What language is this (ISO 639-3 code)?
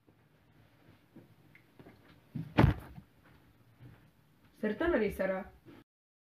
eus